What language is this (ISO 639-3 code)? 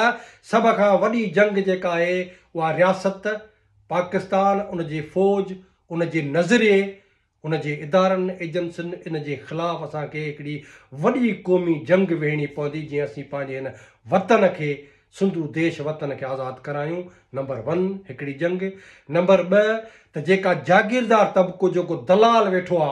snd